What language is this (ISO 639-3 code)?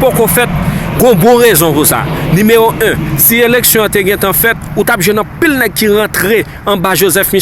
hat